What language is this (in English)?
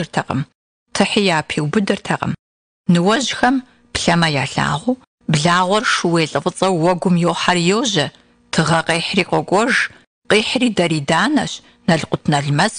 Kabardian